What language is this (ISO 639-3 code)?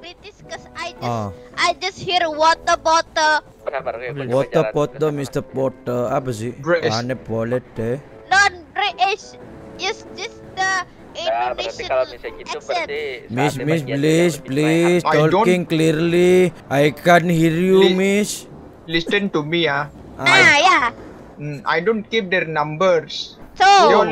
ind